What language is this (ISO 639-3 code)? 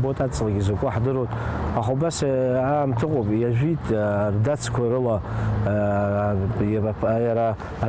abk